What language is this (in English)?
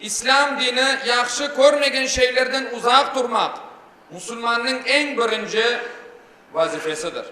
Crimean Tatar